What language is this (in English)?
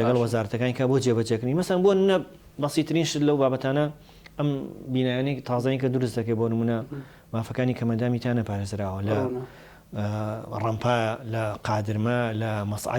Central Kurdish